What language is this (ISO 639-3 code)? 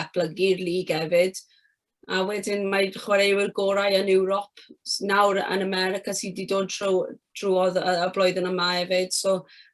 cym